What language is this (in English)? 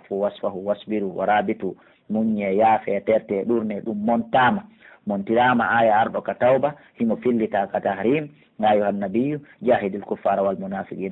Pular